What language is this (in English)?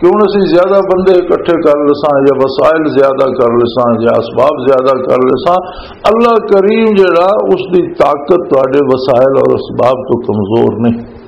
Western Panjabi